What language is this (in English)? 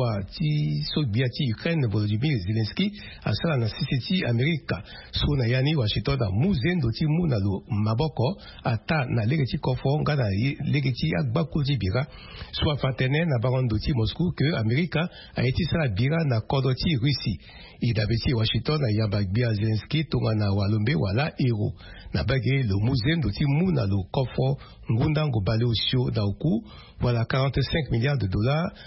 Sango